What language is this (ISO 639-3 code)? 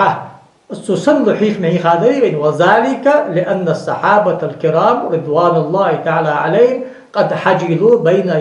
inh